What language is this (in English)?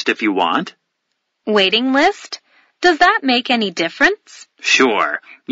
English